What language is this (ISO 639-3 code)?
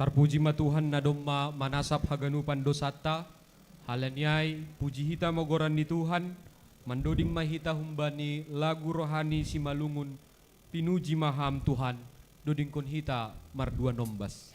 bts